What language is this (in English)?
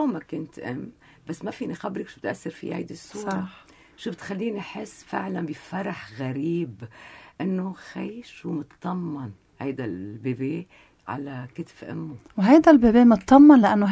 North Levantine Arabic